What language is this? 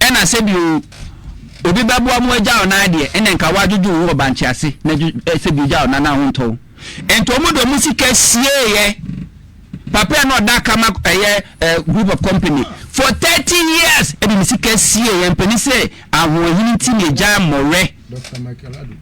Akan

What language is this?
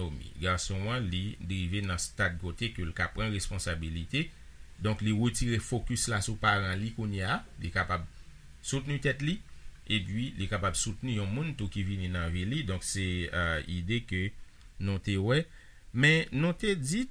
Haitian Creole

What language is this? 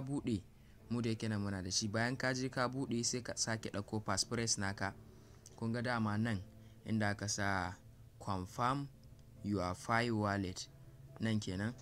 Hausa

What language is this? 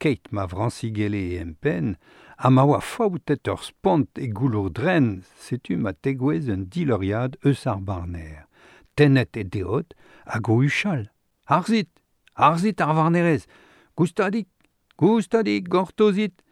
Breton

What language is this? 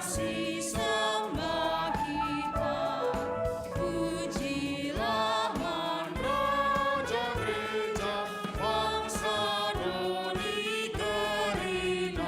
Batak Karo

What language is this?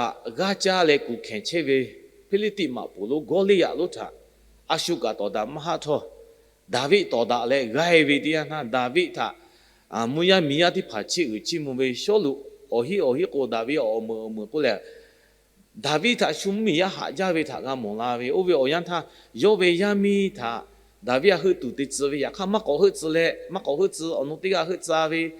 Lahu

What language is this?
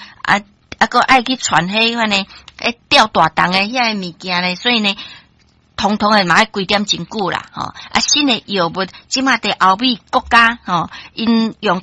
Min Nan Chinese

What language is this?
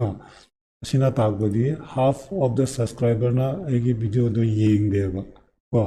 Manipuri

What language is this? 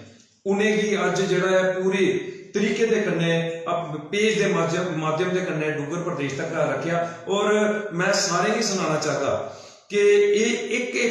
Dogri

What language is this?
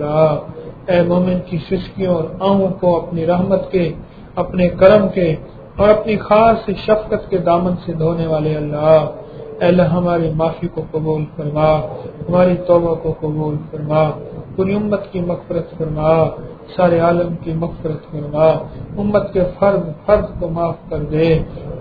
Urdu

